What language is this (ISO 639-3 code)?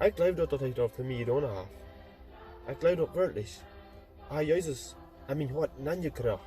pdt